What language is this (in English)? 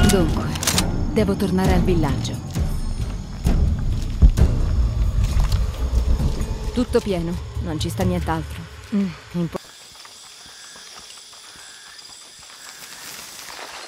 Italian